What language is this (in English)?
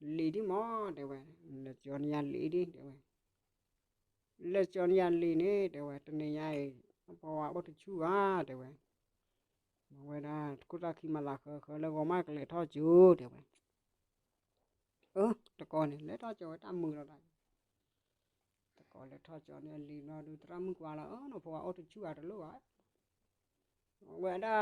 S'gaw Karen